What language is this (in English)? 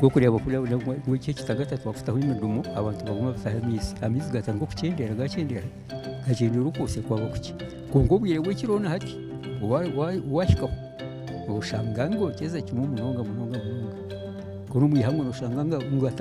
Nyankole